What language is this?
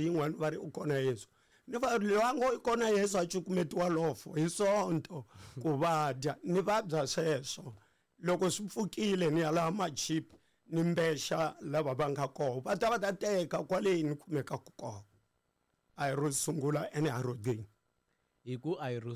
Tsonga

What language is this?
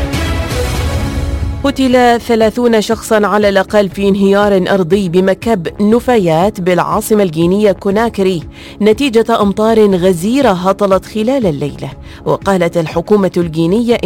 Arabic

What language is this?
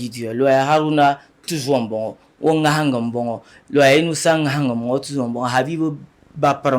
Dagbani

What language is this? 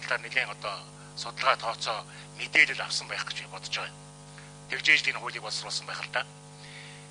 Mongolian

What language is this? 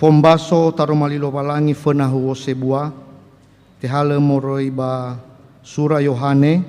Nias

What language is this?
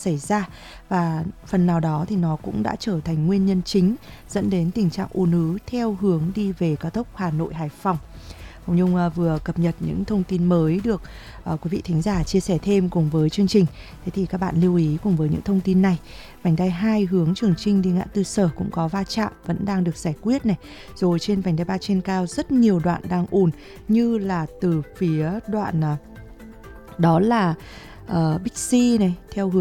Vietnamese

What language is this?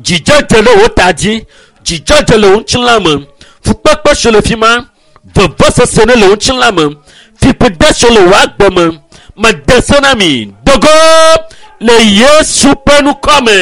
Ewe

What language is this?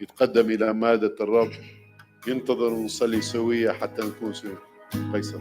Mesopotamian Arabic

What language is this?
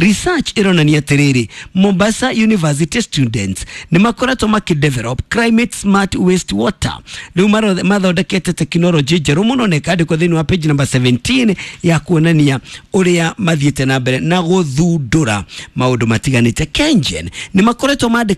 Kikuyu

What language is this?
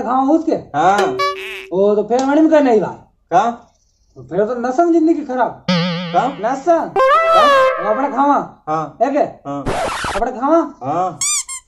Rajasthani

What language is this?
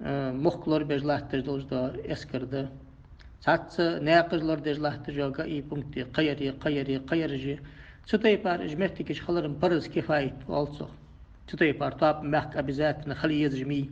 Ingush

